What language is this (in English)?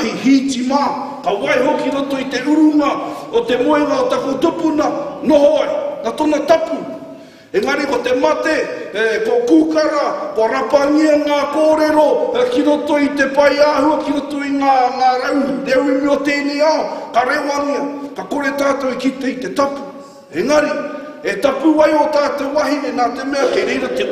Māori